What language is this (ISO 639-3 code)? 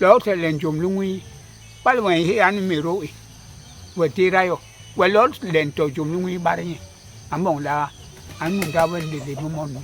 bas